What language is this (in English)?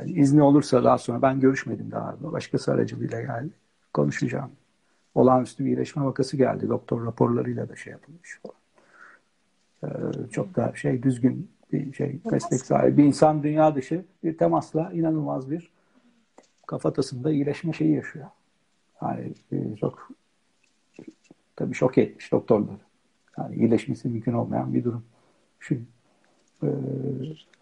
Turkish